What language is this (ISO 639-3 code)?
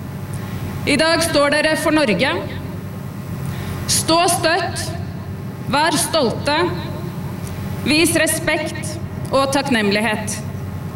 nor